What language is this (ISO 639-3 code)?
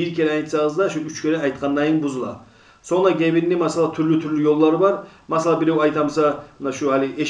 kum